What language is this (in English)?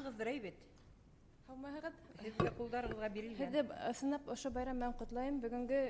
Bashkir